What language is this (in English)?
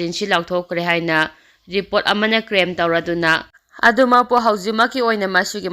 Manipuri